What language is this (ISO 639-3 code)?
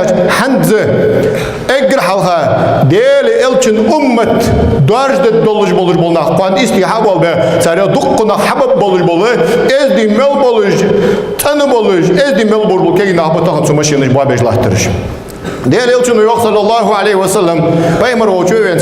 inh